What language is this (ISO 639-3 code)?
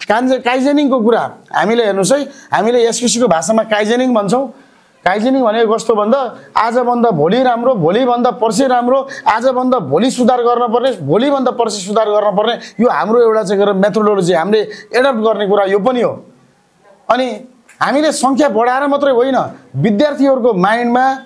nep